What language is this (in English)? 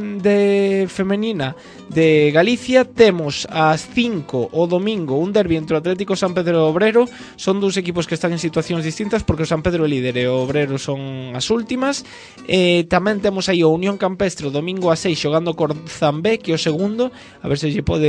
Galician